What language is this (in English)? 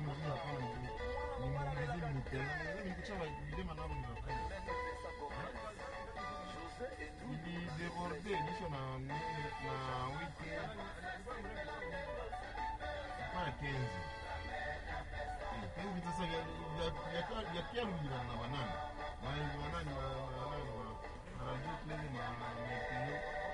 Swahili